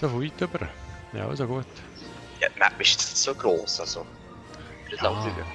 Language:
Swiss German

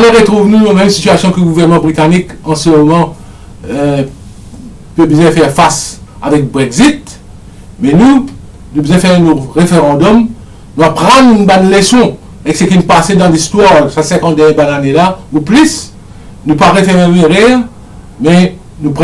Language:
Morisyen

